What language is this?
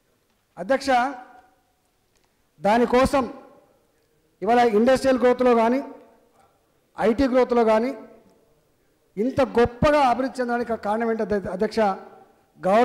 Telugu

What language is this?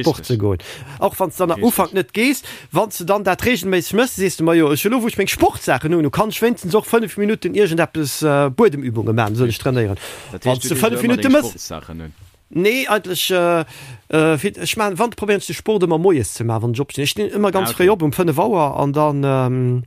Luxembourgish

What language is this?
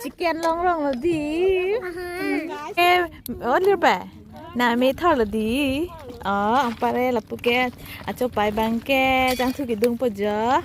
Karbi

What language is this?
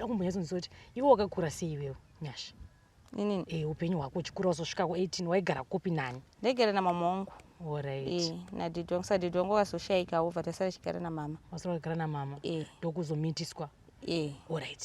Shona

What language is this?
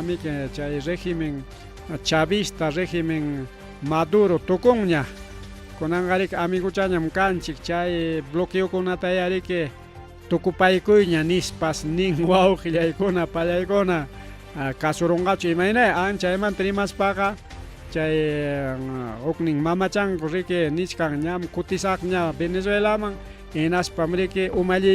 Ayacucho Quechua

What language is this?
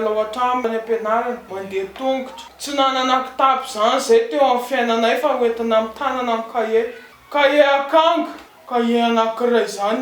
Malagasy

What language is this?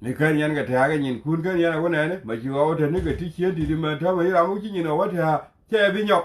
Nuer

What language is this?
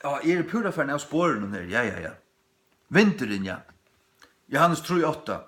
Faroese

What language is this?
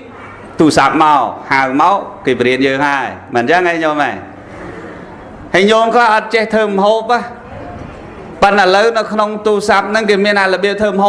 Khmer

